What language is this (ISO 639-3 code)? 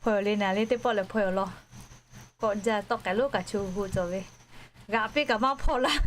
lhu